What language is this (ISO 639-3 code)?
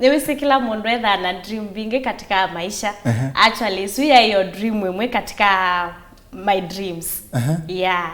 kam